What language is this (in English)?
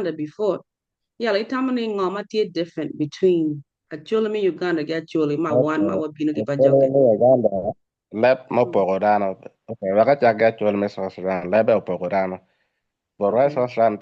Acoli